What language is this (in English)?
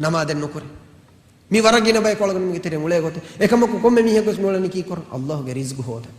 Divehi